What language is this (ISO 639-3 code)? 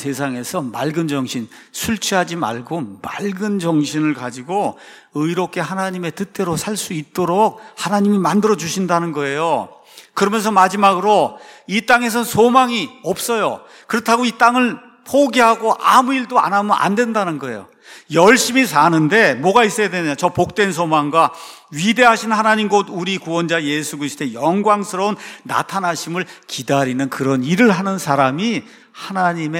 kor